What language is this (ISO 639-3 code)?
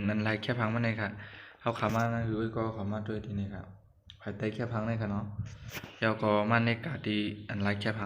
shn